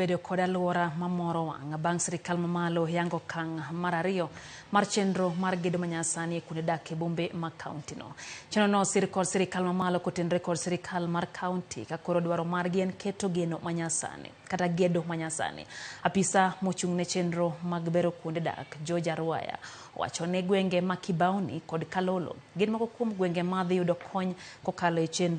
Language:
Luo (Kenya and Tanzania)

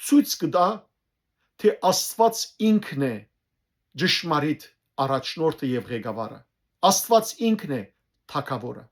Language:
Western Armenian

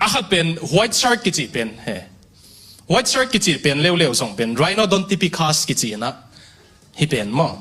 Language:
Tedim Chin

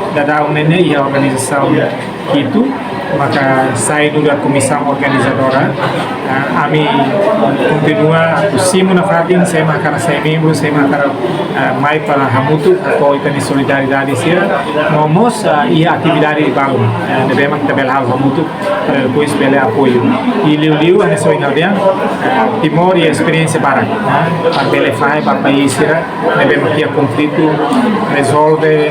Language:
Tetum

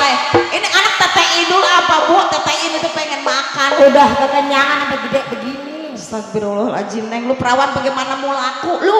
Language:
Betawi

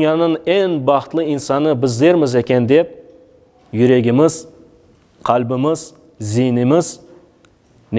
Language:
Crimean Tatar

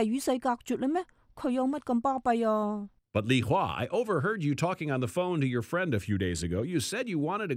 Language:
Cantonese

